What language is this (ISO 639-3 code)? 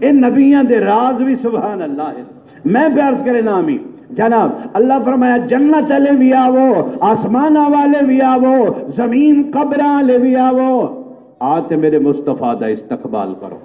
skr